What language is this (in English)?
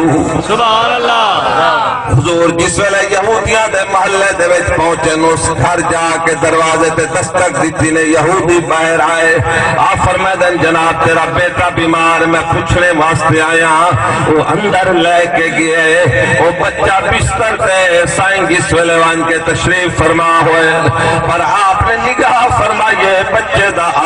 Saraiki